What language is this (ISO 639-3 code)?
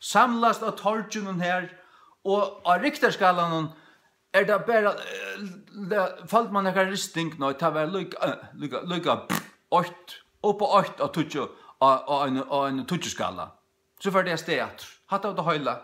fao